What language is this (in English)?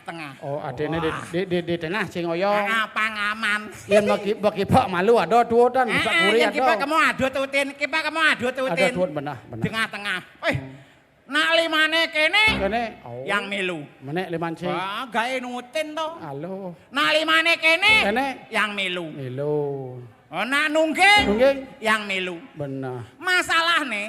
Balinese